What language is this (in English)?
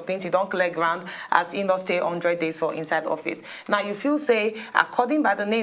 Nigerian Pidgin